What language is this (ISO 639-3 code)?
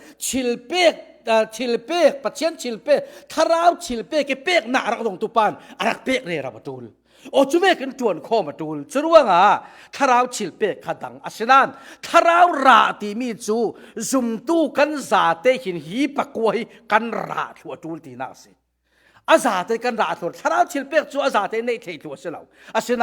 cfm